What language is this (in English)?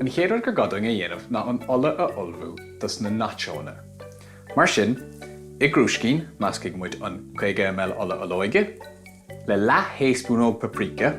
Irish